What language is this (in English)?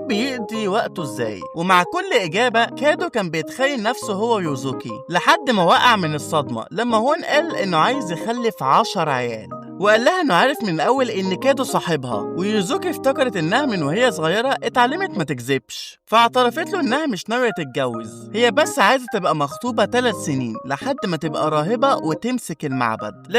Egyptian Arabic